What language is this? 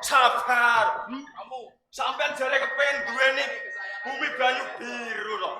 Javanese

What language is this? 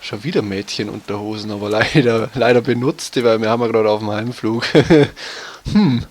Bavarian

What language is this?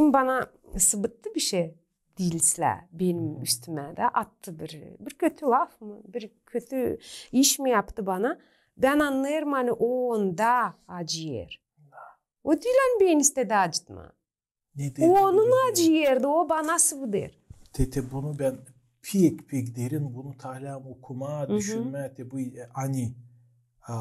Gagauz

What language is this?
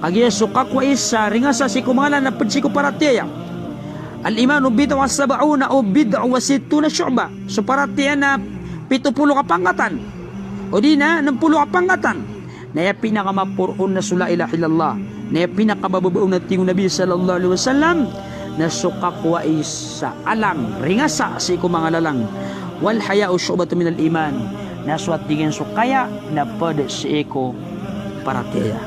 Maranao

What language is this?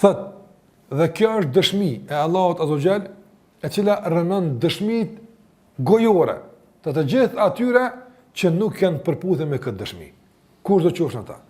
Albanian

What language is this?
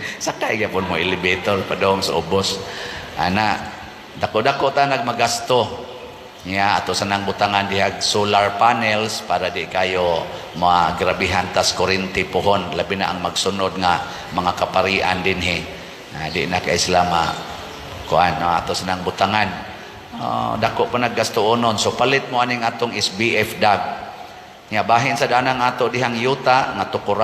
Cebuano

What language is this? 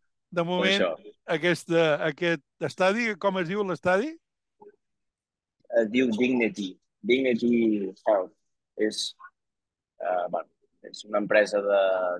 Catalan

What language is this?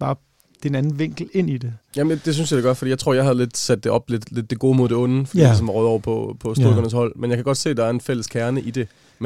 Danish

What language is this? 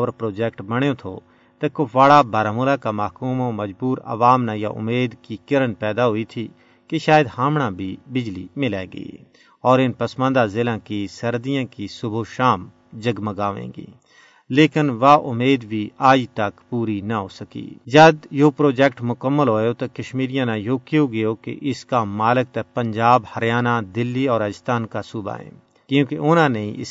Gujari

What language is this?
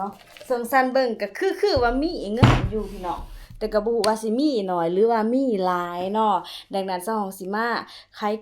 Lao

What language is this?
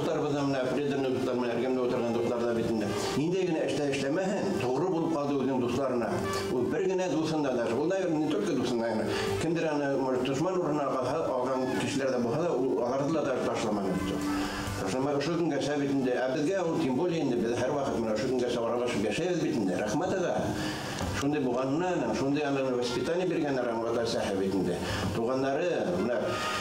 Bashkir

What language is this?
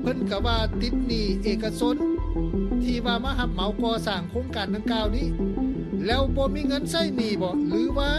Lao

